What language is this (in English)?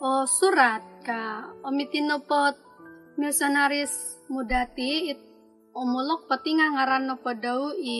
Central Dusun